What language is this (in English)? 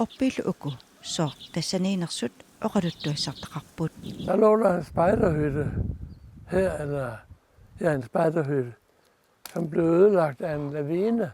Kalaallisut